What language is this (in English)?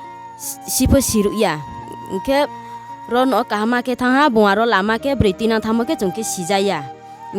Riang (India)